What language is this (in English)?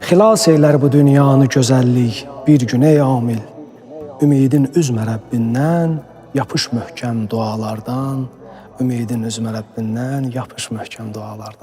Azerbaijani